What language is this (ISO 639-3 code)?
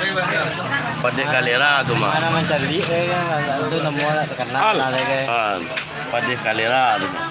min